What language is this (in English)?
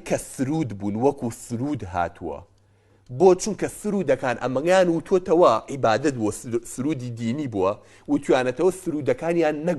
Central Kurdish